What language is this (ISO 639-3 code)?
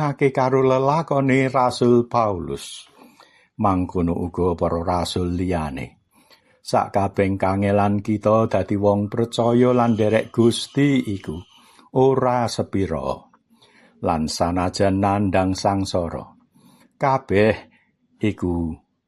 jav